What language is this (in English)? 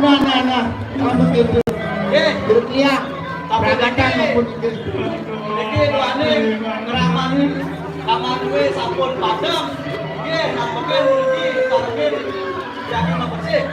Balinese